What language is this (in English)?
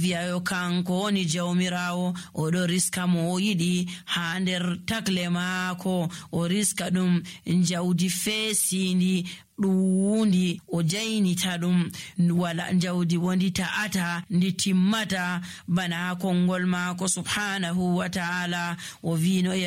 Nigerian Fulfulde